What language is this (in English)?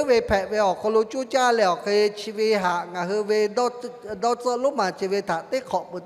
Lahu